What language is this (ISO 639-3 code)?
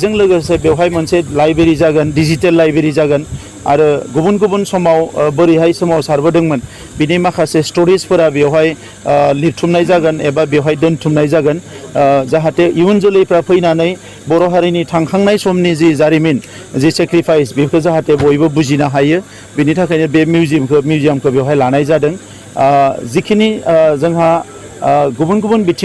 brx